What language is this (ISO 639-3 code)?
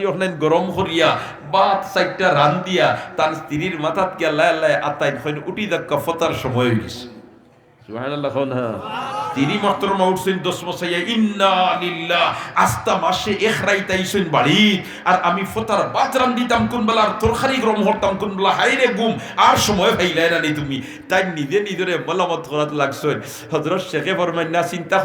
syl